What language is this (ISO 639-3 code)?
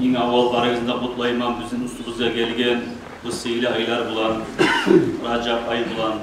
kum